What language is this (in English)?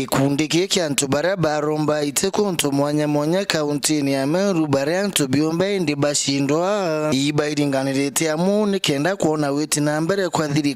Meru